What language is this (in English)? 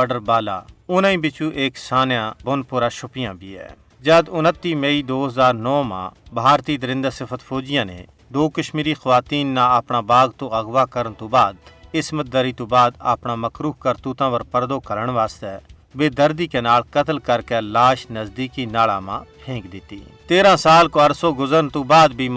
Gujari